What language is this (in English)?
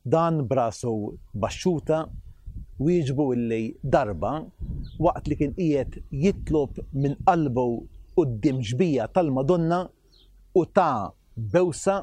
Maltese